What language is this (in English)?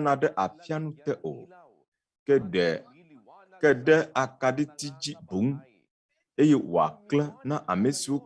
Ewe